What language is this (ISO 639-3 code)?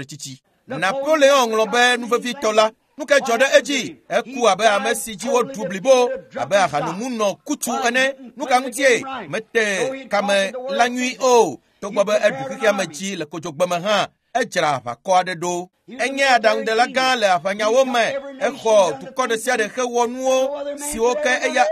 ewe